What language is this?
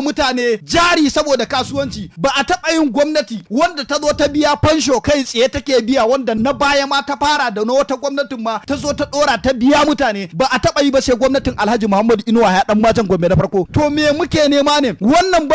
Hausa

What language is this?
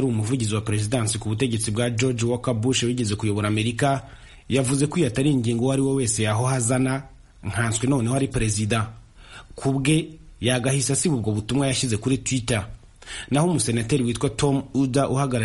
Kinyarwanda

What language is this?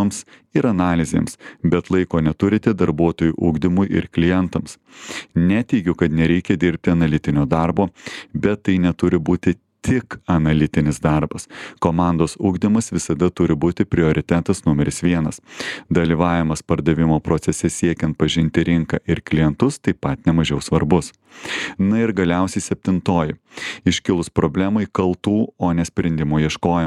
Lithuanian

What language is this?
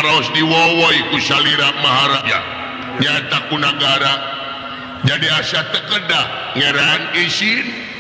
Sundanese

